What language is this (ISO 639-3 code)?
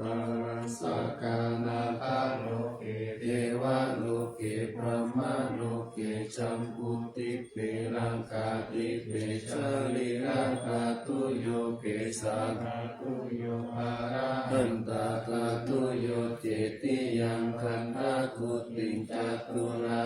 pli